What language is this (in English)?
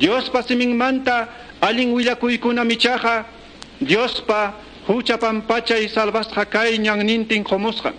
Quechua